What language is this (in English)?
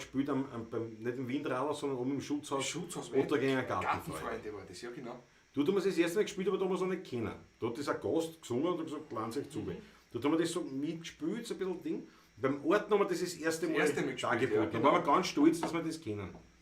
Bavarian